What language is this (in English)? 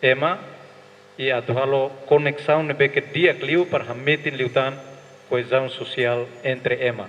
Tetum